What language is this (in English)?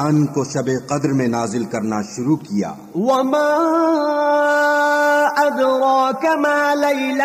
Urdu